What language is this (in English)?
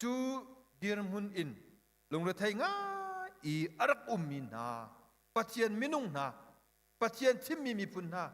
Hakha Chin